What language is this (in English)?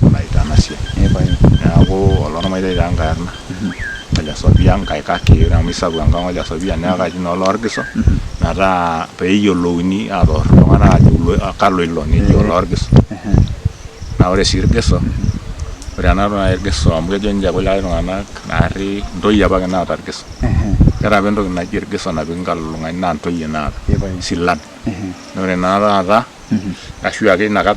Masai